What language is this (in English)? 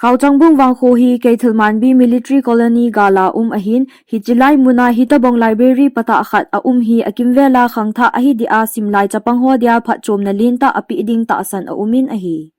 Thado Chin